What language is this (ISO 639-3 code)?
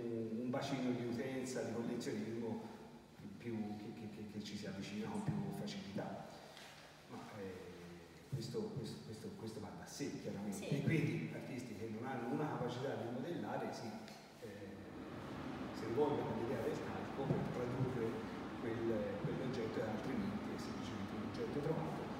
ita